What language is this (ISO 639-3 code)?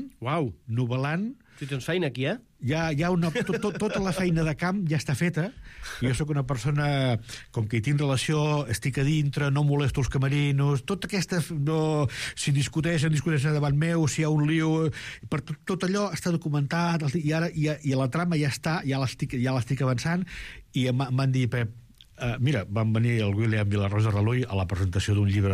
cat